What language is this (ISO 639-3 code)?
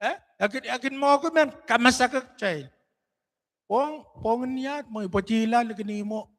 pon